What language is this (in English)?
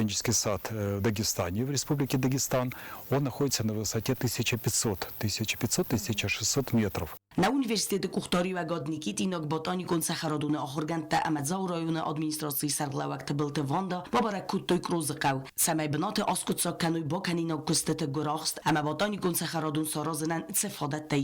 Ossetic